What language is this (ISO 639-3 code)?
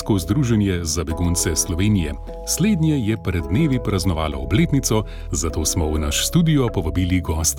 slv